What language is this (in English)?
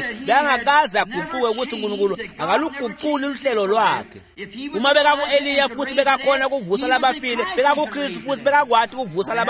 Swati